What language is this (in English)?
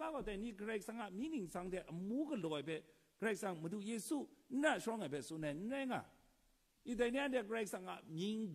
Kachin